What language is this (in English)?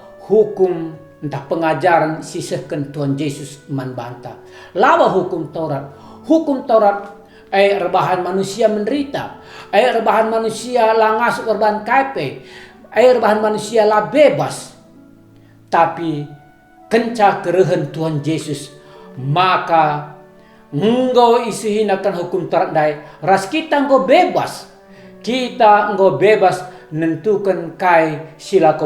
Batak Karo